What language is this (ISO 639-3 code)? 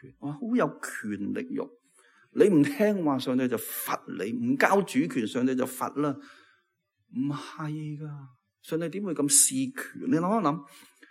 yue